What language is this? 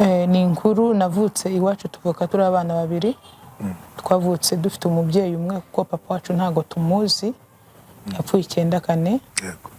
Kinyarwanda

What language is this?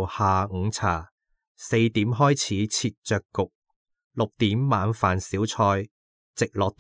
Cantonese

